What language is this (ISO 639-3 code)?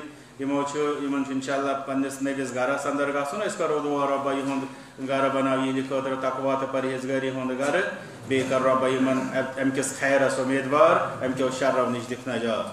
kas